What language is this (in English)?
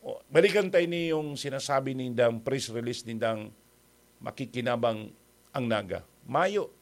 Bikol